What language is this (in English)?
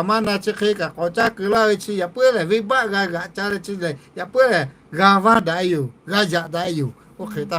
Lahu